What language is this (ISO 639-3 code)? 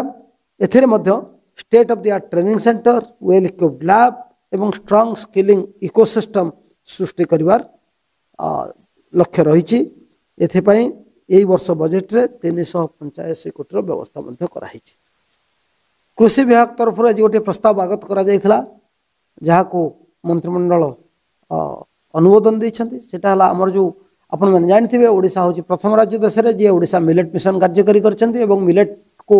ori